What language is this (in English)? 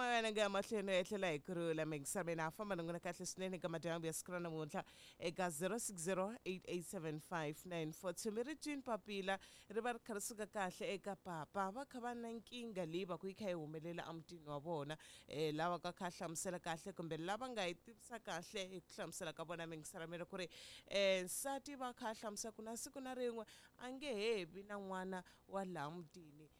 Tsonga